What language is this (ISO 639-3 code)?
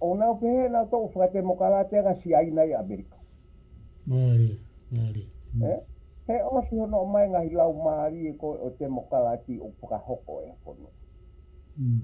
ton